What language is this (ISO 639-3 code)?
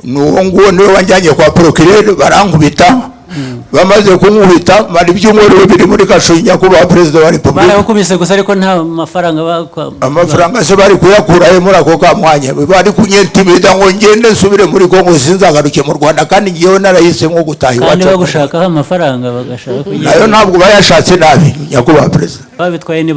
kin